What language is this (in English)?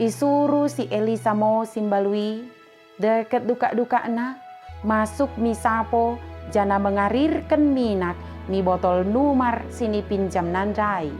Batak Dairi